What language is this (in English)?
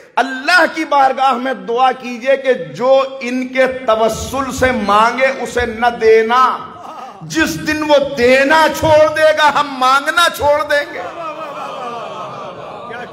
Urdu